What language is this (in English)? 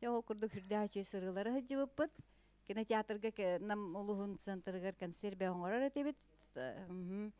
Yakut